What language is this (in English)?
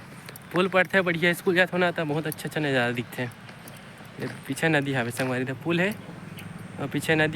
Chhattisgarhi